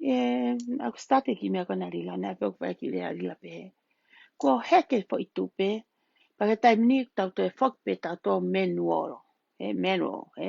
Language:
Tongan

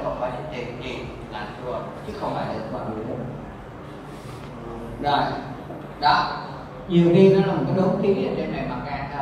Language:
Vietnamese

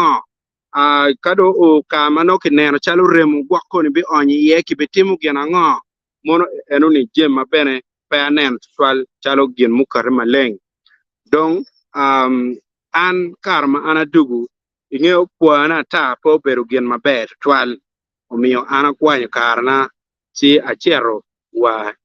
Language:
Acoli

